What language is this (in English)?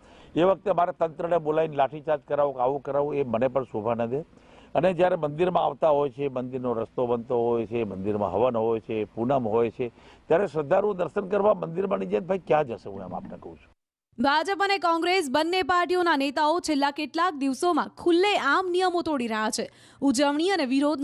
Gujarati